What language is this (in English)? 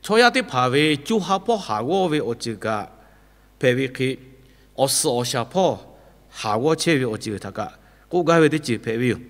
Lahu